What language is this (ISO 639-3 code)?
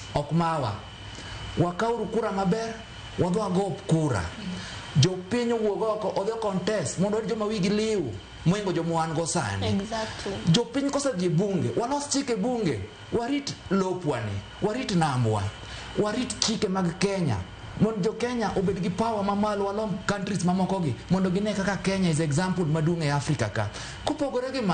luo